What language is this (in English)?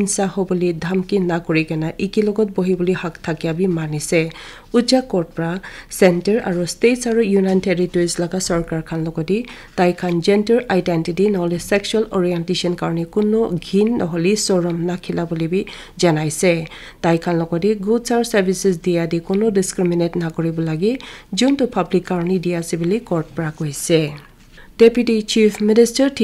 Naga Pidgin